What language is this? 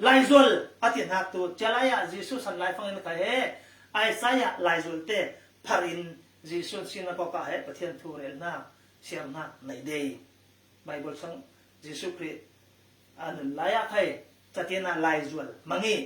Falam Chin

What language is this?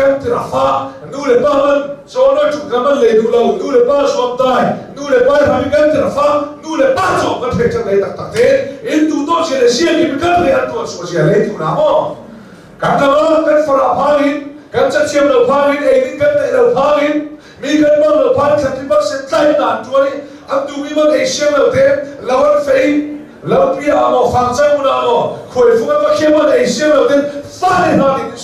Hakha Chin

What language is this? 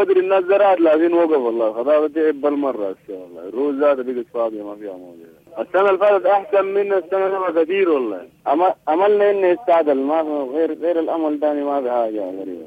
Sudanese Arabic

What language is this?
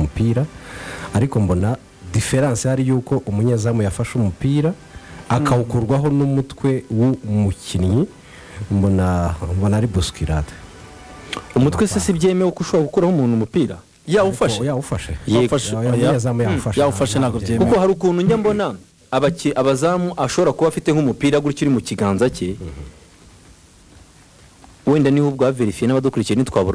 Kinyarwanda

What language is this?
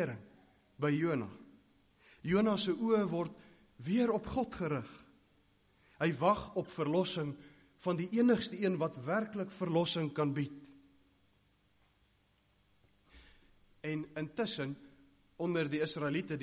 Afrikaans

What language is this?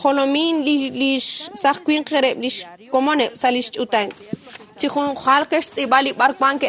Kekchí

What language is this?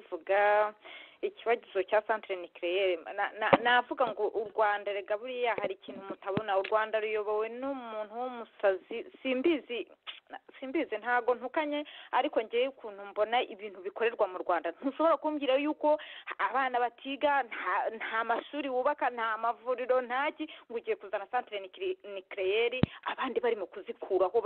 Kinyarwanda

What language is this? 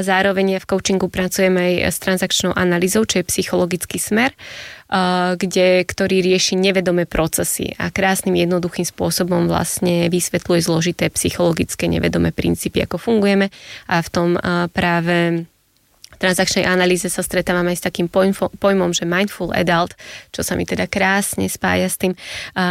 Slovak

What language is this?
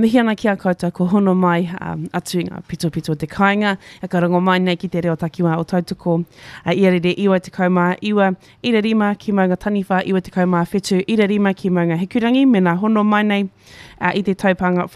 Māori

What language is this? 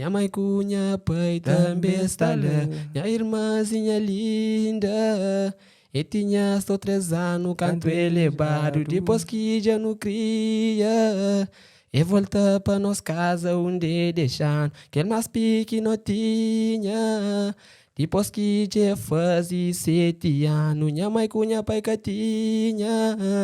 Kabuverdianu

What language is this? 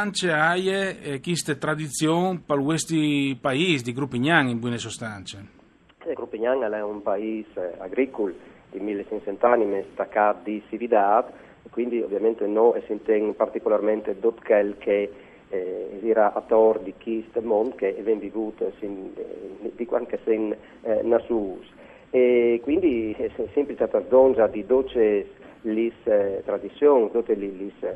Friulian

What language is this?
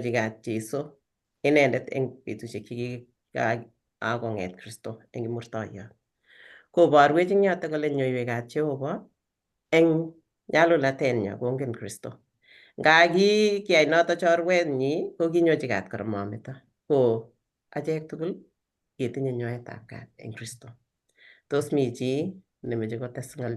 Kalenjin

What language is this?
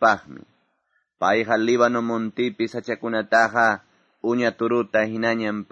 Quechua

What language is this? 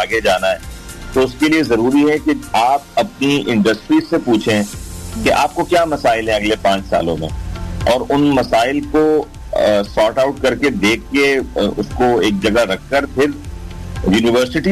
Urdu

